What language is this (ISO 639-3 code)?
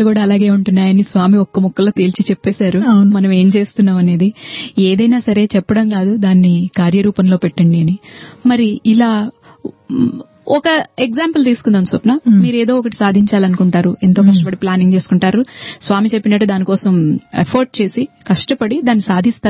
tel